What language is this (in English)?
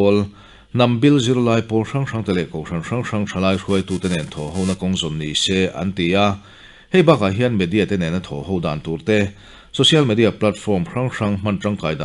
Mizo